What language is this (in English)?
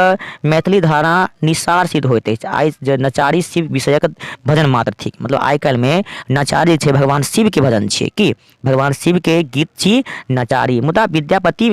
Maithili